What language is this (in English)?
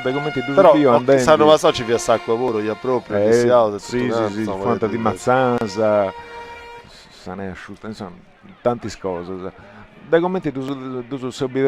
Sardinian